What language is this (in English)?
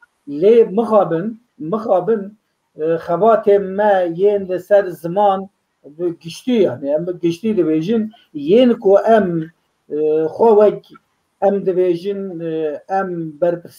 Kurdish